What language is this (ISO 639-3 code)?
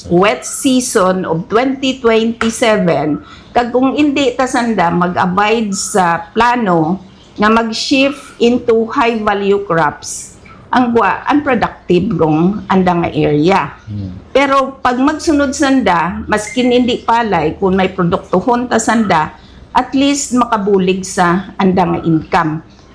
hil